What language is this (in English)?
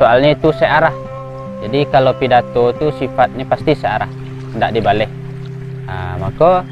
Minangkabau